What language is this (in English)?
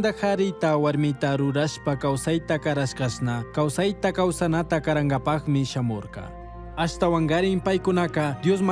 Chimborazo Highland Quichua